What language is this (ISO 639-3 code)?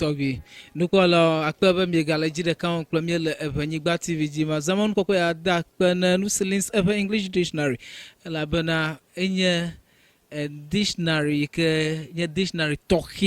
ewe